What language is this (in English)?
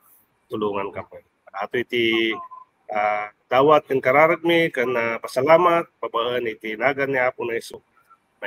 Iloko